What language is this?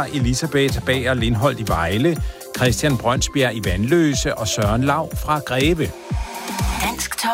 Danish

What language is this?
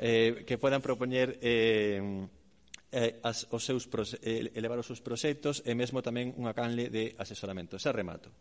Galician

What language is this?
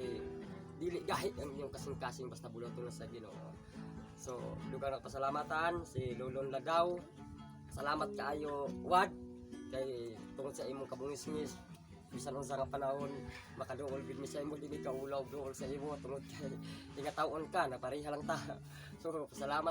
Cebuano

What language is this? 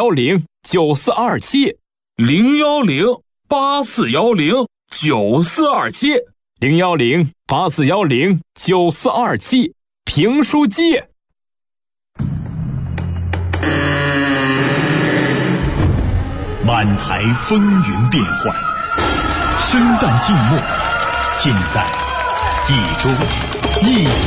Chinese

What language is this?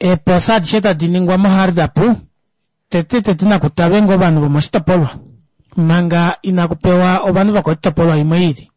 Kuanyama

